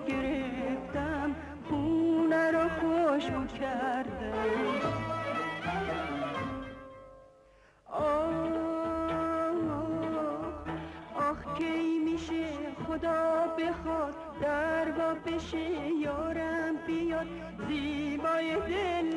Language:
Persian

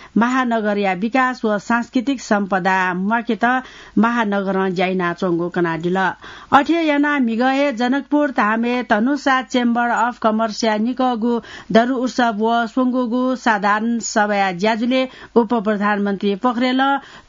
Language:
Newari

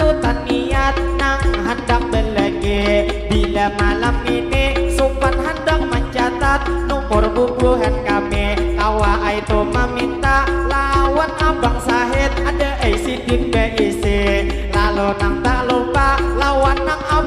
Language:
Banjar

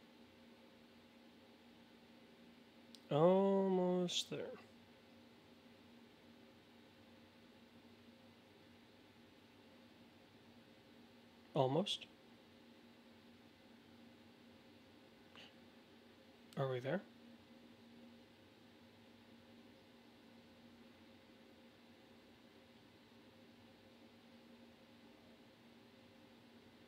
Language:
English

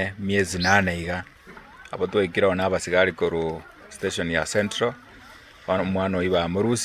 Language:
Gusii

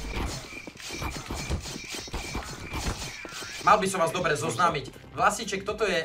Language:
Slovak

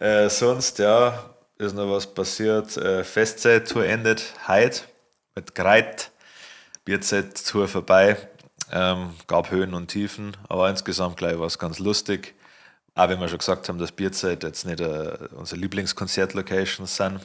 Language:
Bavarian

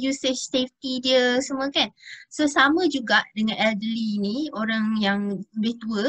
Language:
Malay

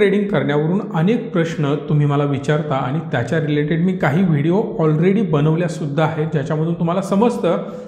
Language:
Marathi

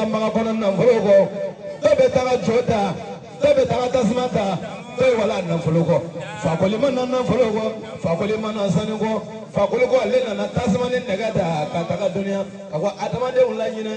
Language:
Bambara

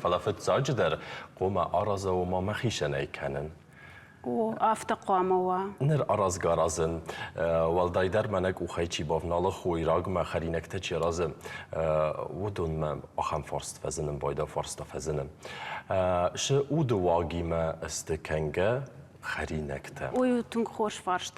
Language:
Ossetic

